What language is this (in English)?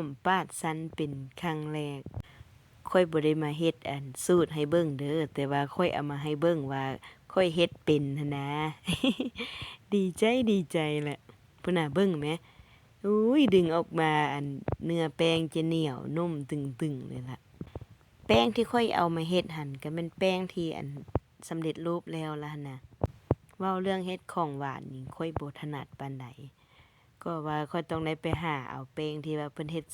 Lao